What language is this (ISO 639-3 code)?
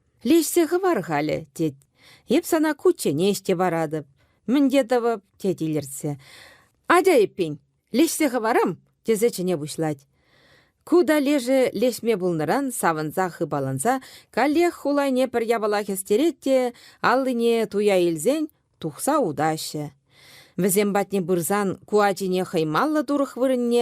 chv